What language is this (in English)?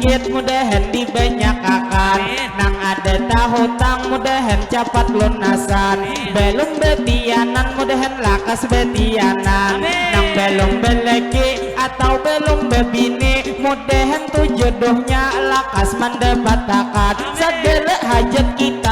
Banjar